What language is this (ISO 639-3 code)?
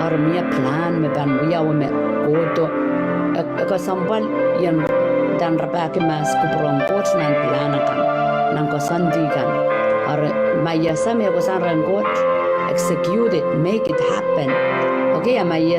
pon